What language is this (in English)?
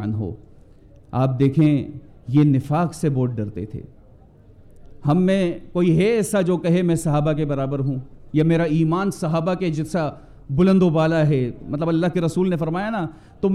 Urdu